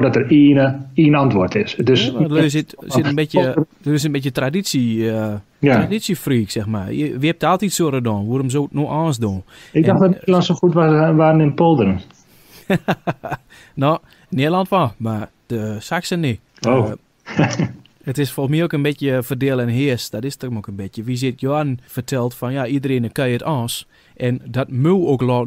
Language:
Dutch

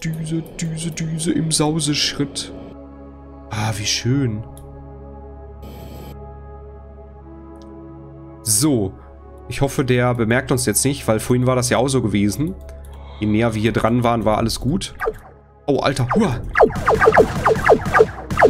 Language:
German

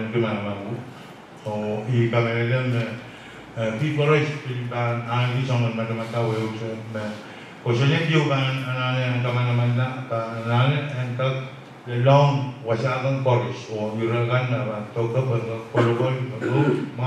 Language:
Pohnpeian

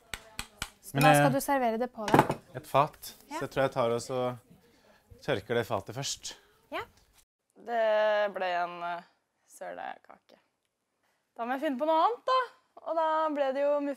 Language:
Norwegian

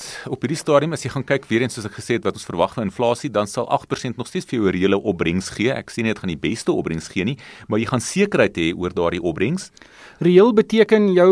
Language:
Afrikaans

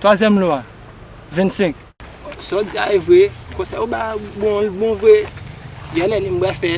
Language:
Haitian Creole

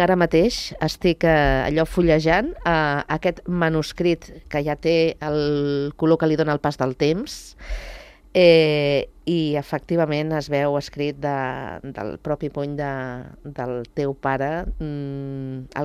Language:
Catalan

